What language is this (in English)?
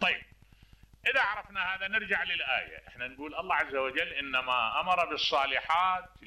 Mesopotamian Arabic